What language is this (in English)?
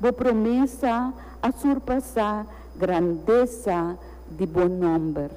Papiamento